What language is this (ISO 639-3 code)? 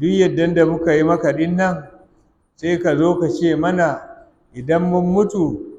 hau